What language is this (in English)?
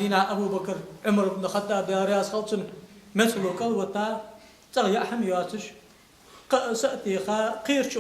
Ingush